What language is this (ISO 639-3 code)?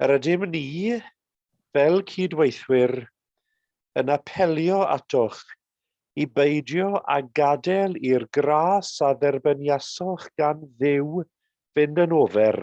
cym